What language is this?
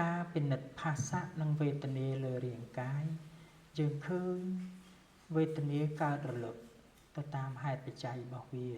Khmer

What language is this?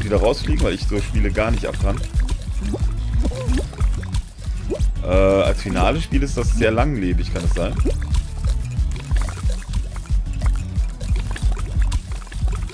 German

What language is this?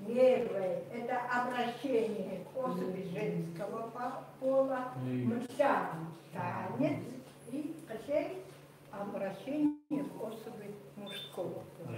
Chukot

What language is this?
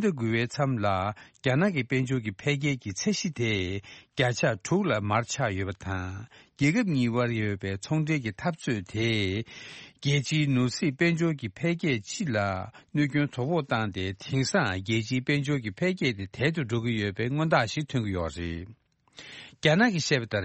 Tibetan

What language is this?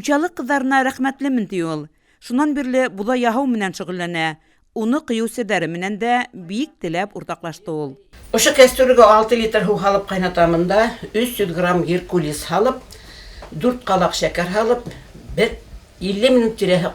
Bashkir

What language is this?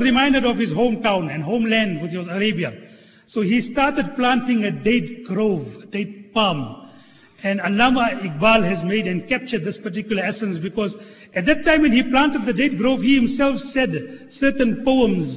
English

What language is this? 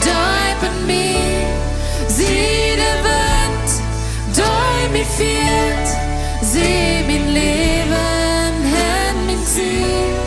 Plautdietsch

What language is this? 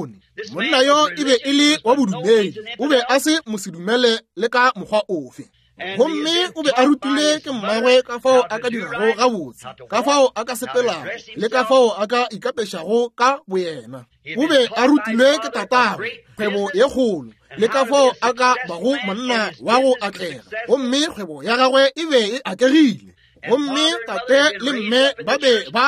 Northern Sotho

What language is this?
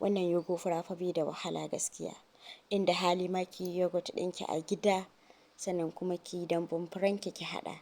Hausa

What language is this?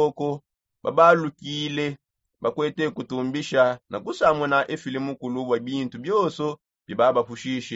Songe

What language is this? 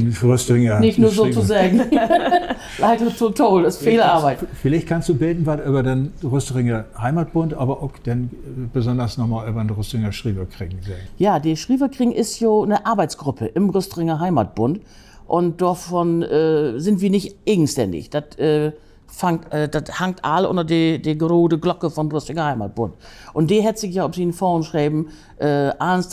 Low German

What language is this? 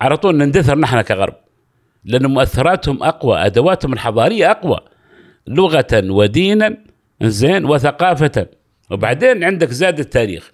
Gulf Arabic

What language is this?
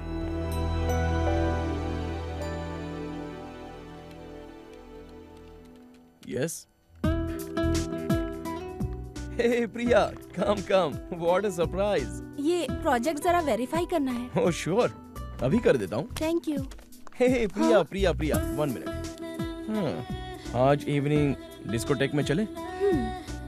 Hindi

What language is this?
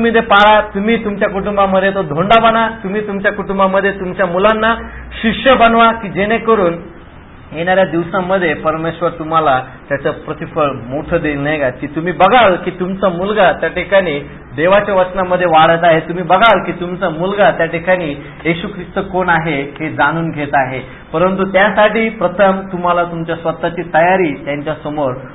Marathi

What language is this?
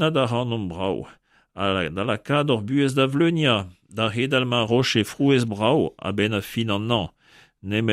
Breton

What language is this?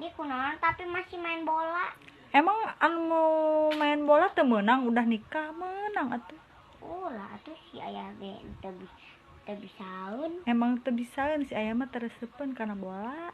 Sundanese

